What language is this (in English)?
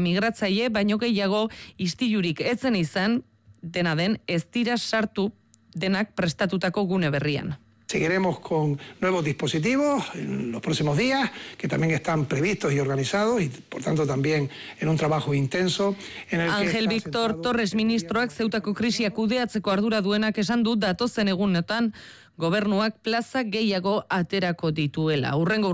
Basque